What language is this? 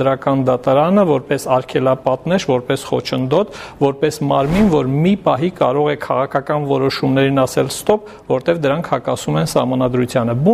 Armenian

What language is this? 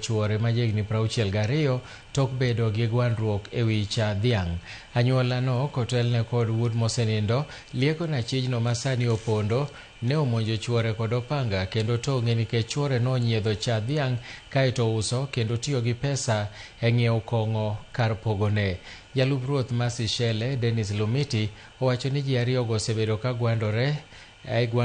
Luo (Kenya and Tanzania)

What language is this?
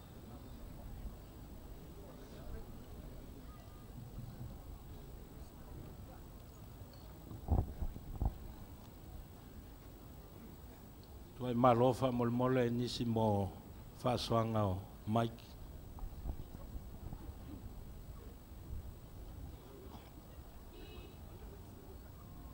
Samoan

